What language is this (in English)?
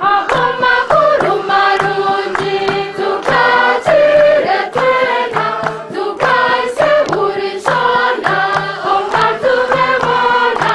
Nyankole